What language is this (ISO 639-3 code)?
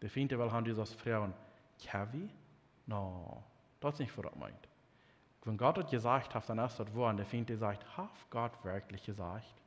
pdt